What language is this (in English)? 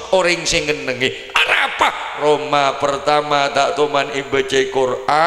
Madurese